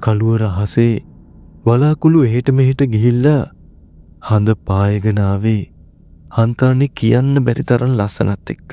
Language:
Sinhala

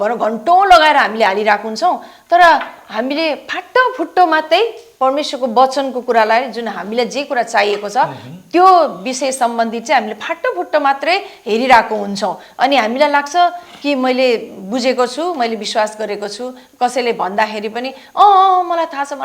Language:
Nepali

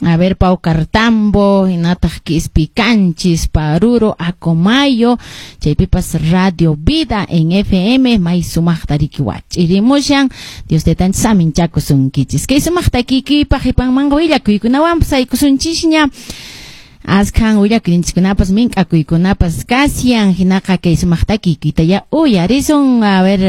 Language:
Quechua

